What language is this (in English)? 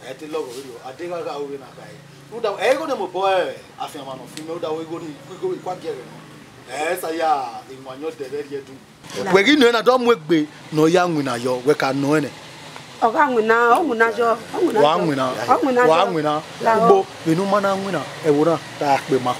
Bini